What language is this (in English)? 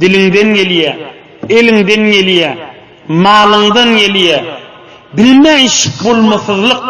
Turkmen